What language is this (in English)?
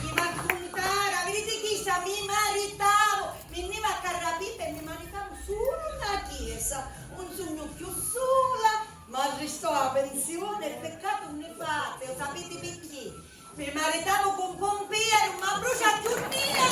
Sicilian